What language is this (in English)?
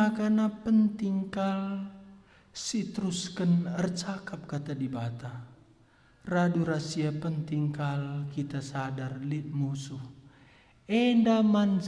Batak Karo